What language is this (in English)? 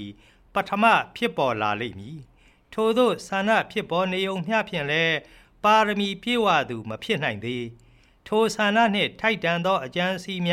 Burmese